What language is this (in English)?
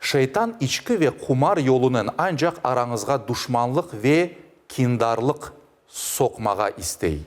Crimean Tatar